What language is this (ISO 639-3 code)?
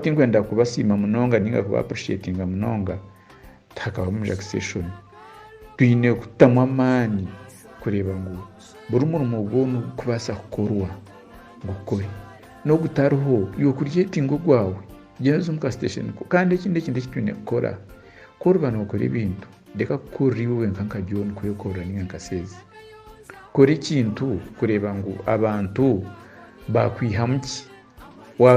nyn